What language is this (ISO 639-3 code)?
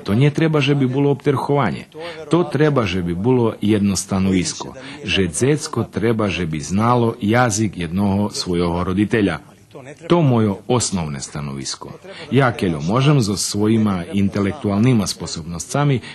rue